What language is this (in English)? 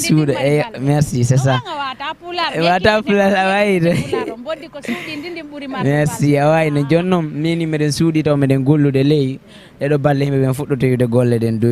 Fula